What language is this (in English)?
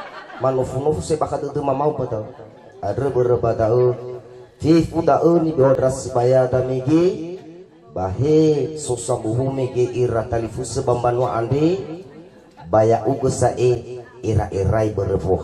Nias